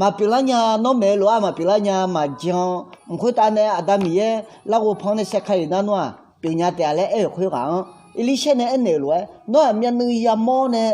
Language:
Akha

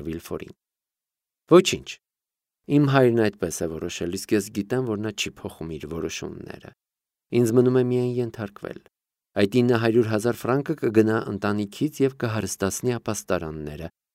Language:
Armenian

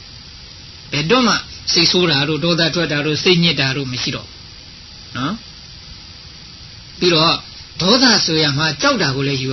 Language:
Burmese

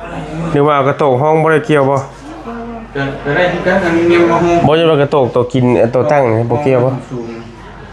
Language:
Northeastern Thai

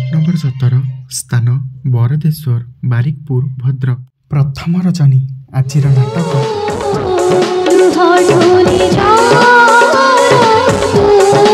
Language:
Odia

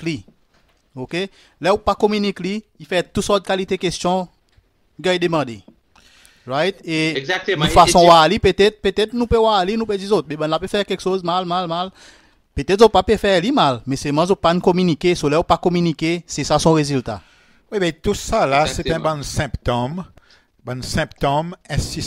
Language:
Seselwa Creole French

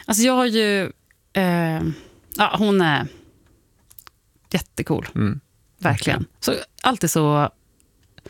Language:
Swedish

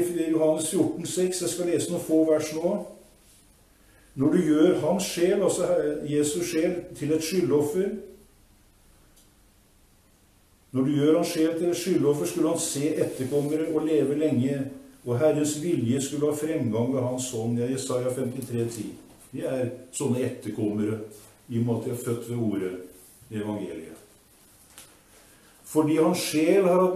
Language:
Norwegian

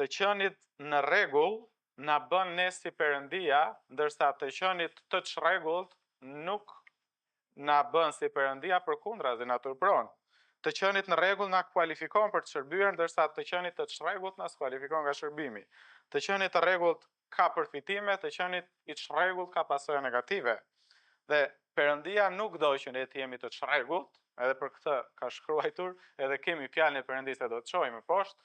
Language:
Albanian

